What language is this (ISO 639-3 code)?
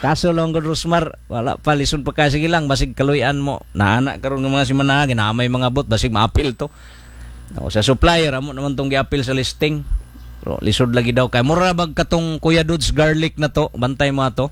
ceb